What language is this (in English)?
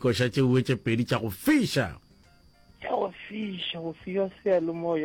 Northern Sotho